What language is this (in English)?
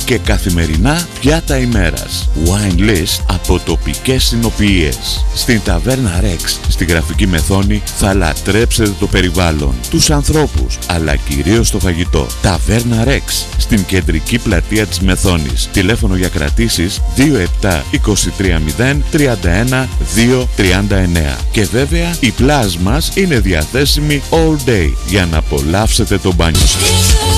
Greek